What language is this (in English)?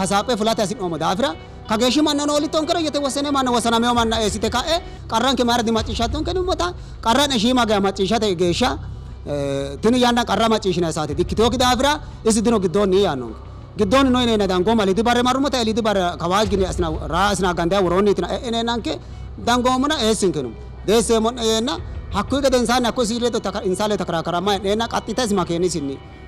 Sidamo